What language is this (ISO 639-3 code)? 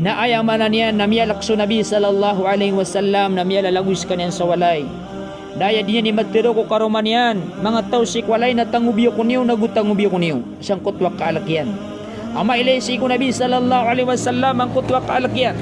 mrw